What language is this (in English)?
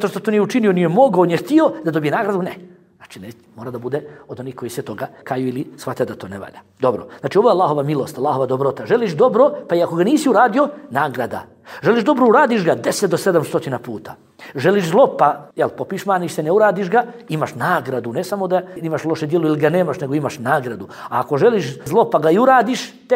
Bosnian